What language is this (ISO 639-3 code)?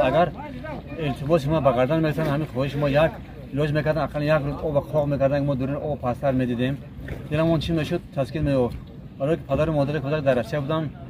tgk